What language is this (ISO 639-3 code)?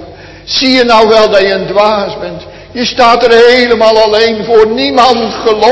nld